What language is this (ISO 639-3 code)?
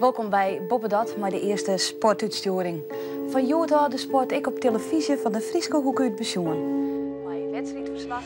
fry